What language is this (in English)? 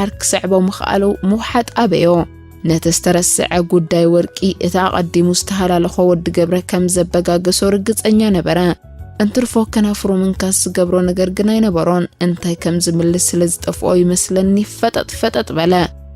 Tigrinya